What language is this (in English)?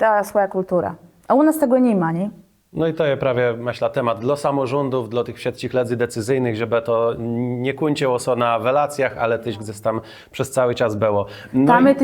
Kashubian